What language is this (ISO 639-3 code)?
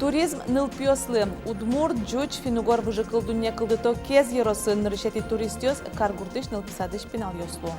udm